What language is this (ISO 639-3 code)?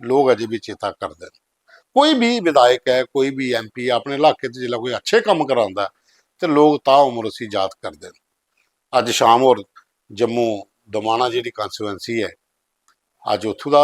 doi